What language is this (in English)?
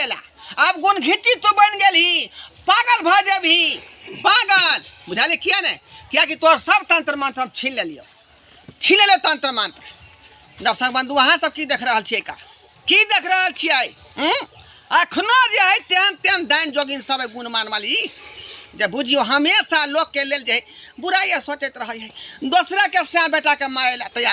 Maithili